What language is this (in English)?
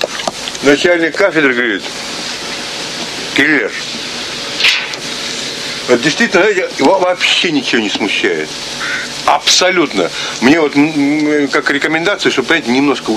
Russian